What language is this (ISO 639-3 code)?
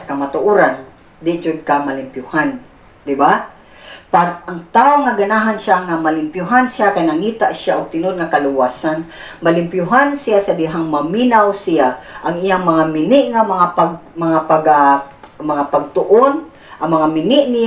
ceb